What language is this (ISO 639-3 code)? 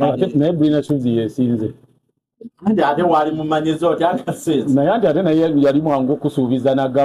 lug